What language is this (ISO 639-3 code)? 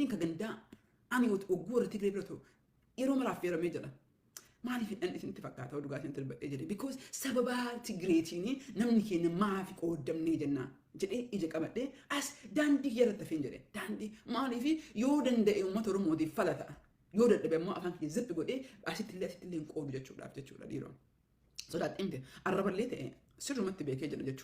orm